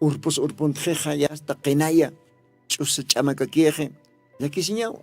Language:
Aymara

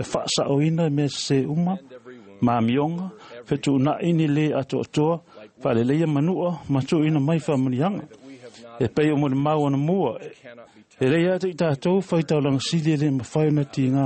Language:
Samoan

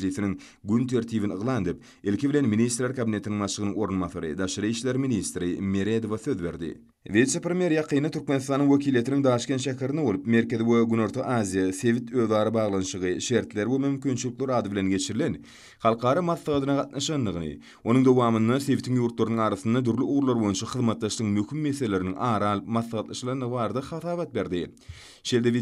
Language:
Turkmen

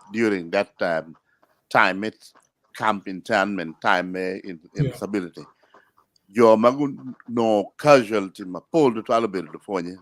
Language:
Acoli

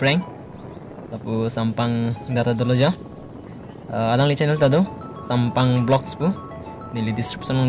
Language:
Karbi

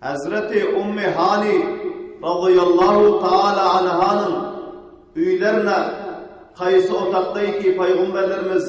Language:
Turkmen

